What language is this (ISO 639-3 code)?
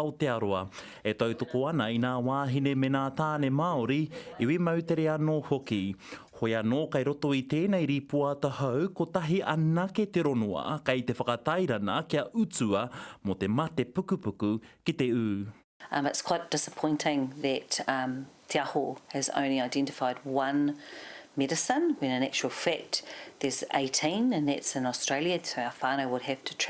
mri